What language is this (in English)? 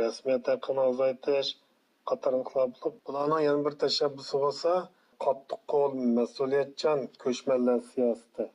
Uyghur